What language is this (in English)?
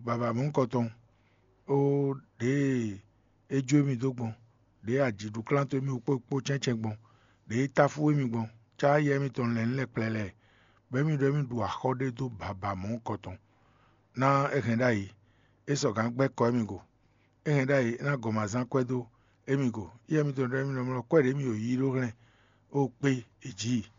Fon